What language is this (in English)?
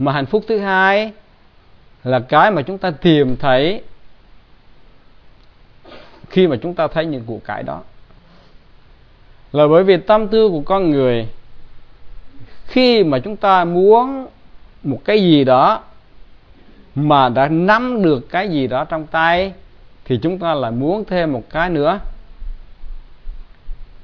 Vietnamese